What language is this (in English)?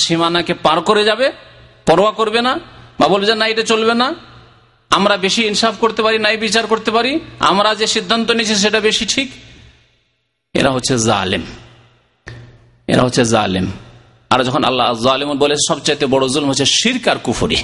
Bangla